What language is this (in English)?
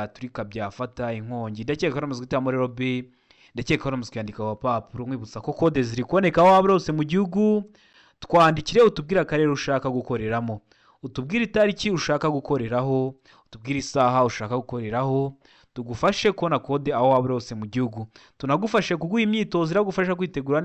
Kinyarwanda